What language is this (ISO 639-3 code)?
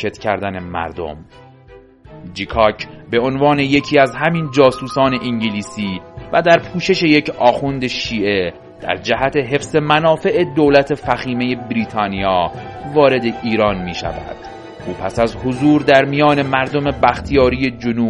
fas